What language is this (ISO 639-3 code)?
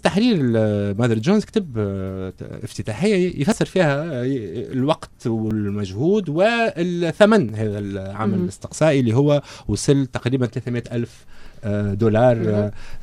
aeb